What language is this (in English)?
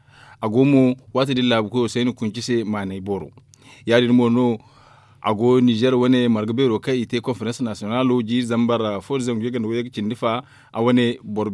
Zarma